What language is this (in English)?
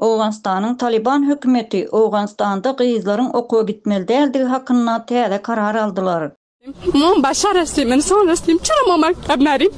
Turkmen